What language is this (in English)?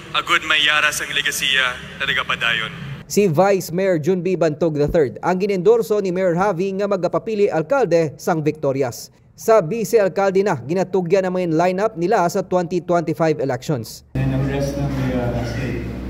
Hiligaynon